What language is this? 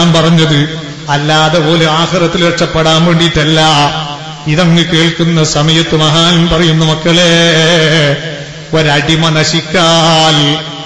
Malayalam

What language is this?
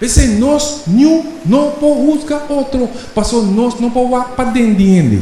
Papiamento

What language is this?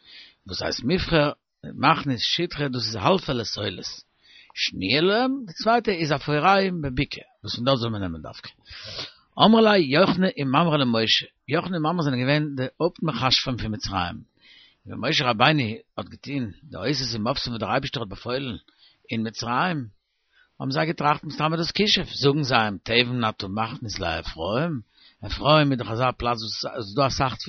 Yiddish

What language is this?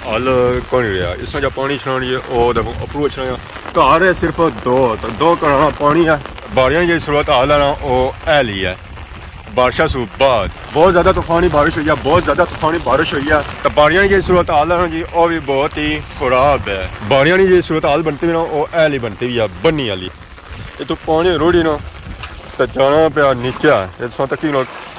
Pahari-Potwari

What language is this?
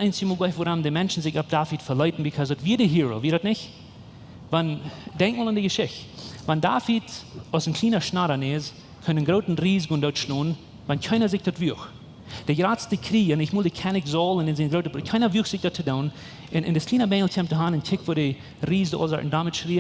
Plautdietsch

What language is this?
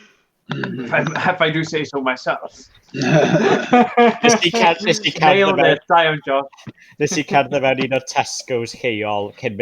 Welsh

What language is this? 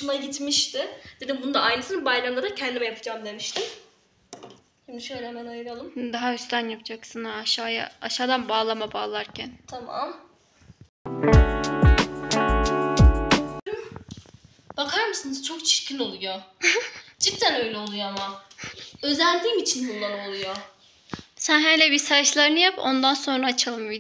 Turkish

